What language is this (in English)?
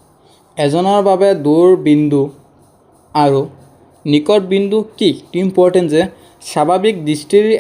Assamese